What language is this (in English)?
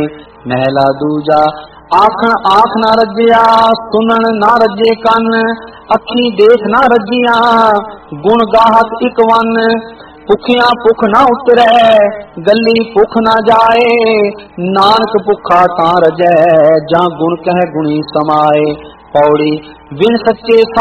Punjabi